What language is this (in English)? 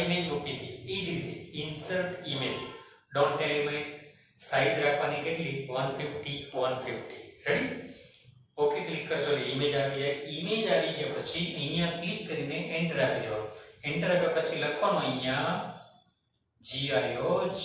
Gujarati